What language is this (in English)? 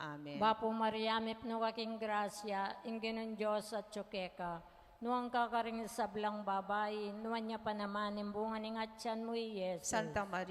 Pampanga